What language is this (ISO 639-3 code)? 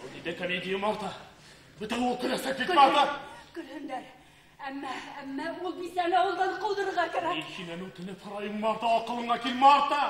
bak